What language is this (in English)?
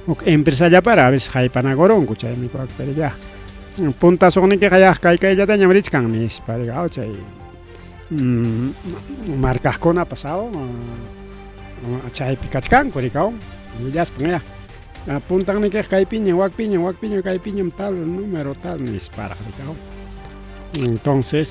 Ayacucho Quechua